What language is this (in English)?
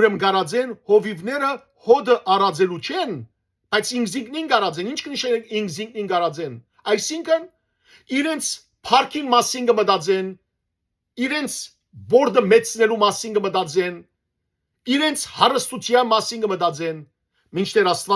Western Armenian